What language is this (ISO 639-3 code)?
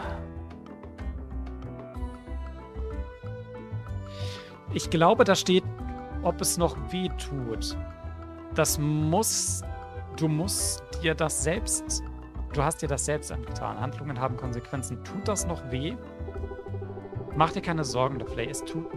deu